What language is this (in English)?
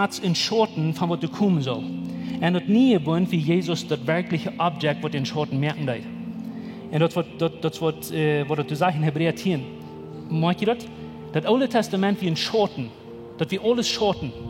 Plautdietsch